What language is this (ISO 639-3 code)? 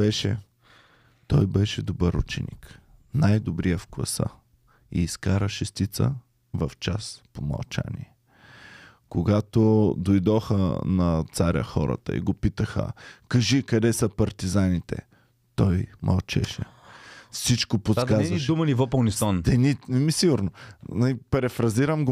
bul